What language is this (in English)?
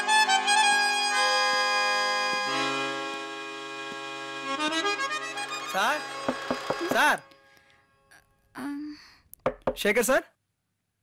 Tamil